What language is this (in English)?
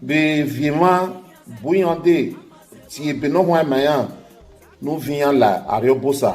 Bini